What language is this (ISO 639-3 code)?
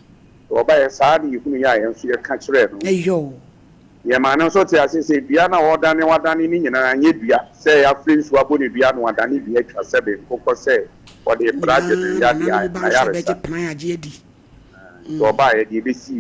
aka